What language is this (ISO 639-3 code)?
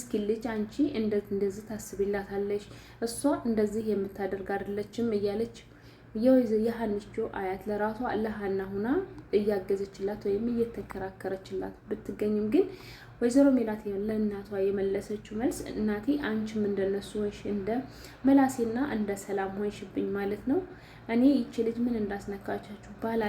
amh